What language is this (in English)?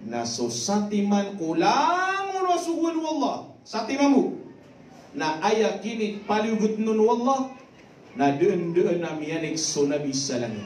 Maranao